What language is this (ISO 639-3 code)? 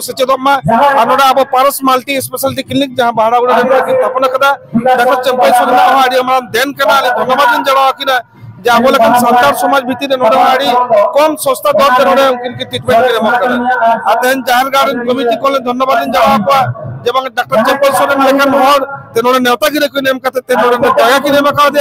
sat